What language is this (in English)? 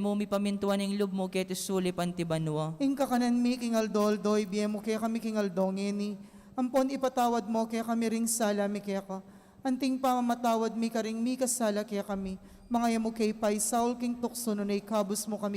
Pampanga